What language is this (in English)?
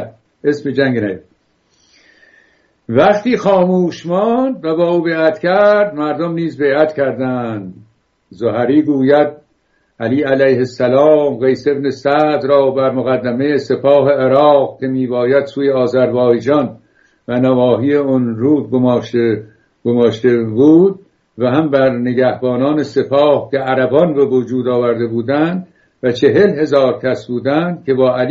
Persian